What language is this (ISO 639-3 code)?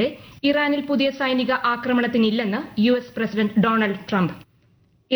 mal